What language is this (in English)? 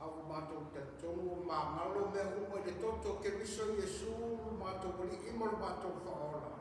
Samoan